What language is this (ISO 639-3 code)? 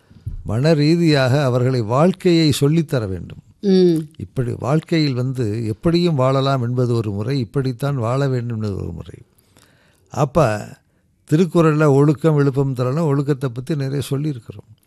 tam